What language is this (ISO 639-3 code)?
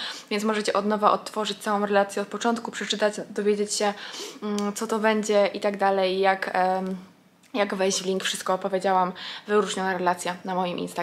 pol